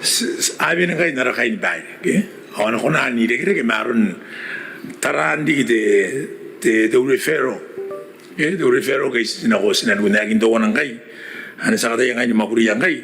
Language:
Gilbertese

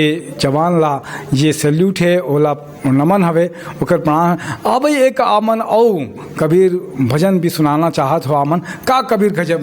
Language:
Chhattisgarhi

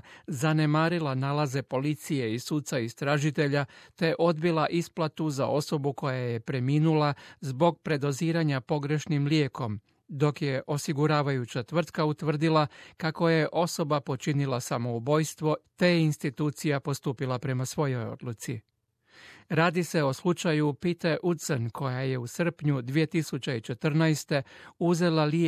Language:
Croatian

